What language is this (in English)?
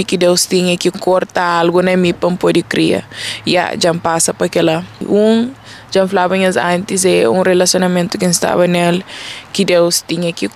Kabuverdianu